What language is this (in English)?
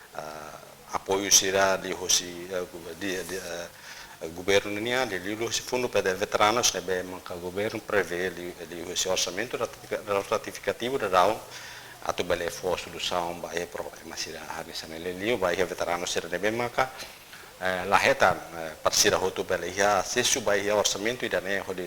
Tetum